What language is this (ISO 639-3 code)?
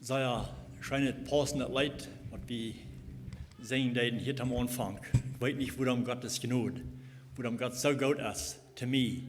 pdt